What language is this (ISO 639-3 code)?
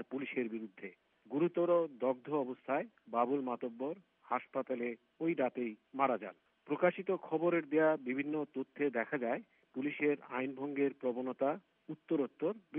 ben